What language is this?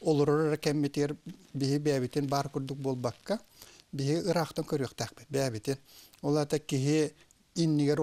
Yakut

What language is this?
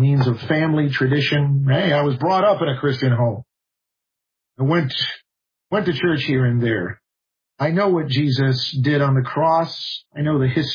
English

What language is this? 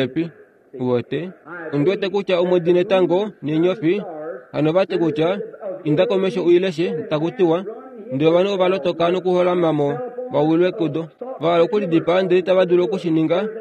Kuanyama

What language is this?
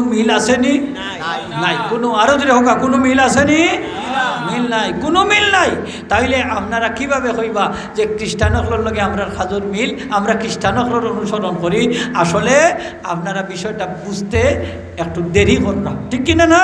Sylheti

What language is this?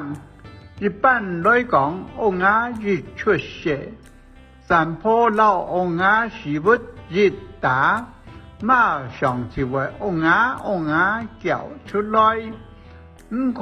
Hakka Chinese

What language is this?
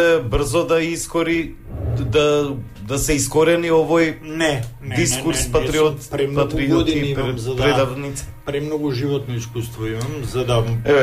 Macedonian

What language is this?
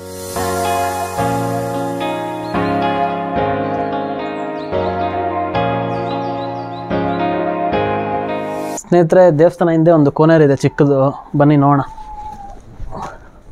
Kannada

